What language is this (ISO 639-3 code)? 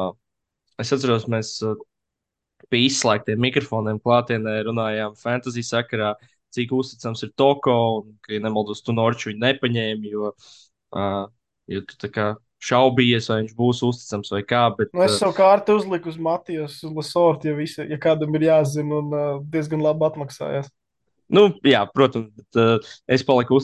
lav